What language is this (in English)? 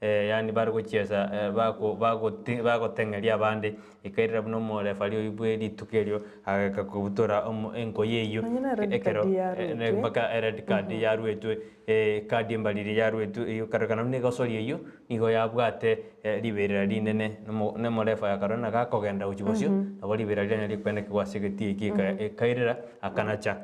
Gusii